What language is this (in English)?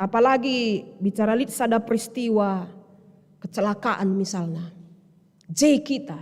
Batak Karo